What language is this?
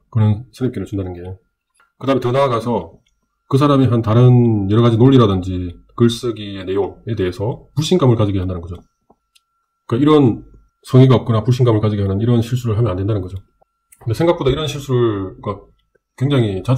Korean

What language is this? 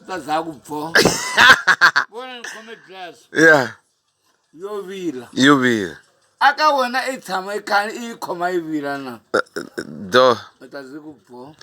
Tsonga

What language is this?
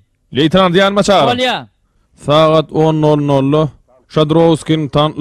Turkmen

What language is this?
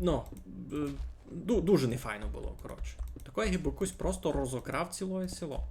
Rusyn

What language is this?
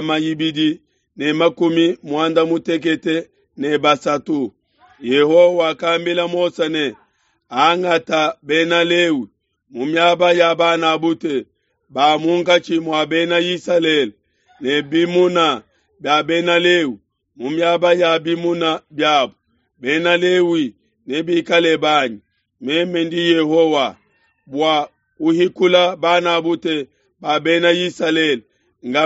Luba-Lulua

